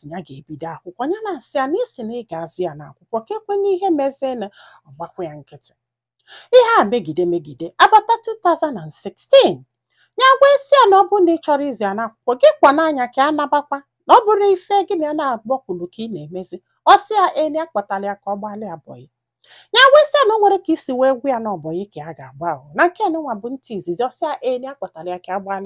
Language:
Igbo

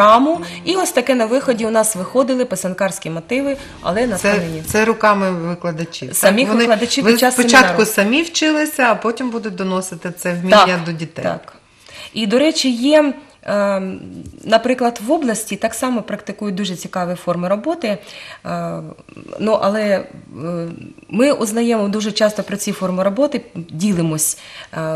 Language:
Ukrainian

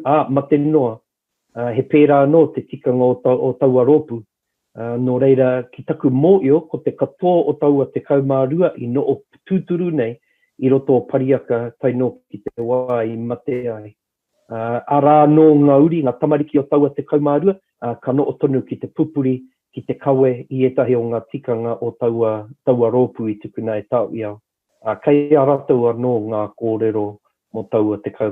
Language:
Māori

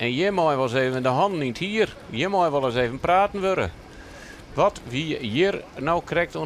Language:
Western Frisian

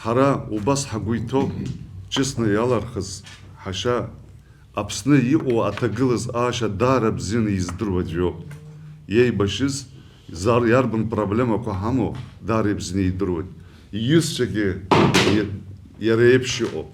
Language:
Abkhazian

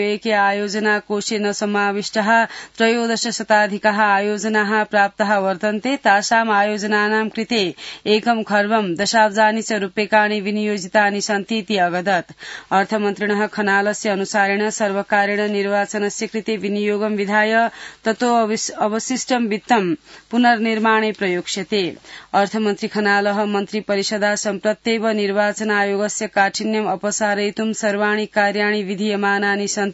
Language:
Sanskrit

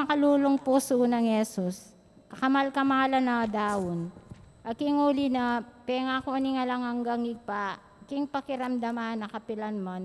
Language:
Pampanga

